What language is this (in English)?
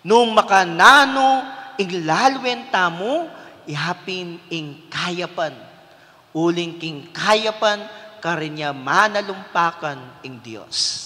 Pampanga